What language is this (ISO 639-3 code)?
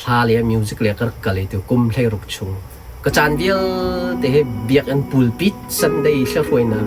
cnh